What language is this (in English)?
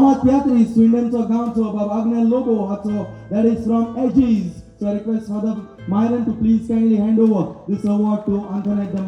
Konkani